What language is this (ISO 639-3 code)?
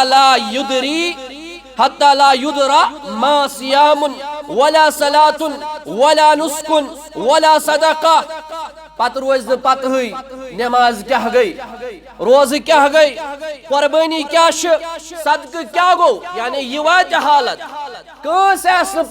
kas